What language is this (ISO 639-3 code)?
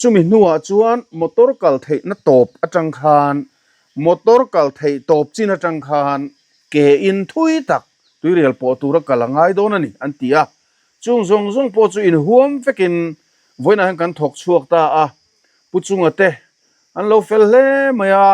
lus